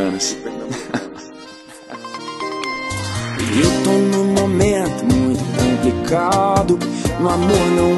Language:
Portuguese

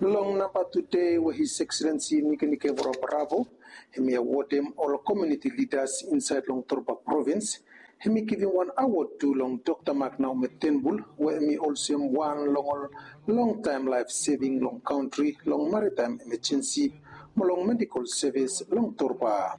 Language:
Bislama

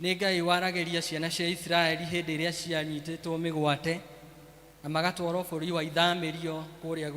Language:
Kikuyu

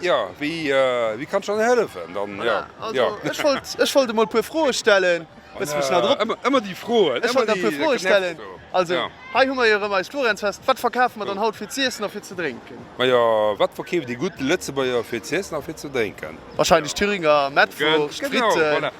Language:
Luxembourgish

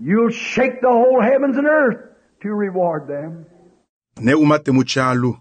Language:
Luba-Lulua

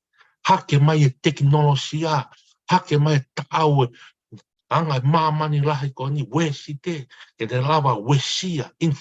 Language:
Tongan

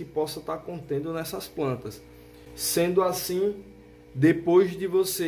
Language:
Portuguese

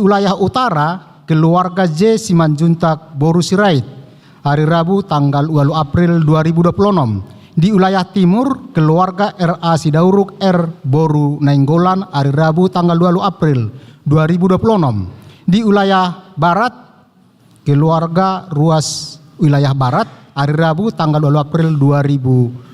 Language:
Batak Toba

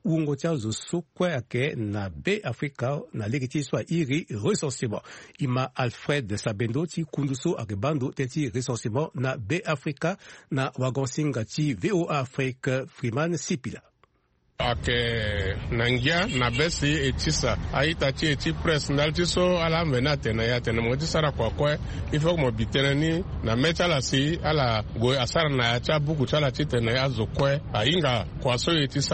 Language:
Sango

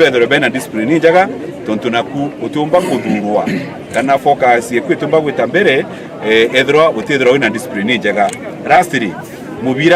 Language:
Meru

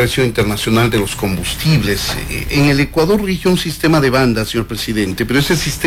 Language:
Spanish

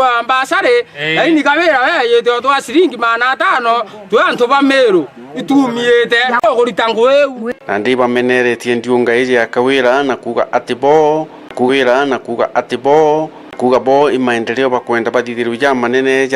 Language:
Meru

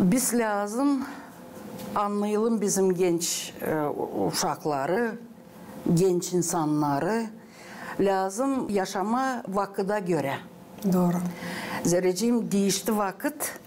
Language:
Gagauz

